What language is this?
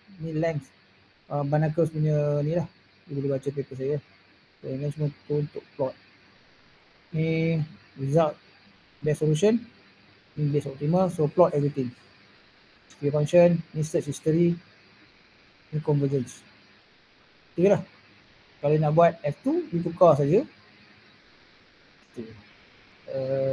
Malay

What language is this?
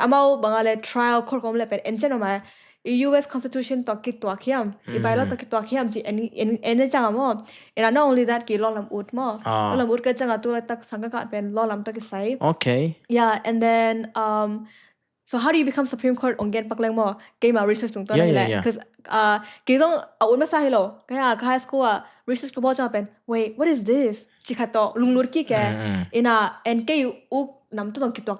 Tedim Chin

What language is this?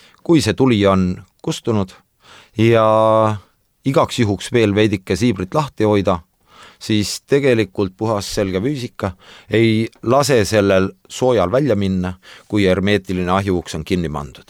Estonian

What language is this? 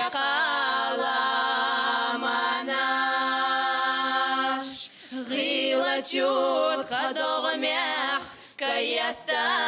Chechen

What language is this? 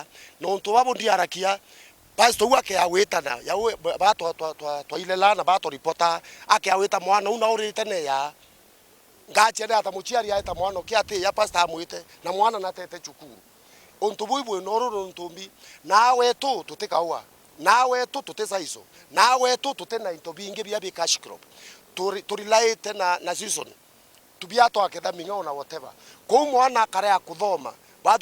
Meru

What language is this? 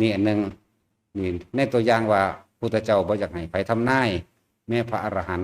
Lao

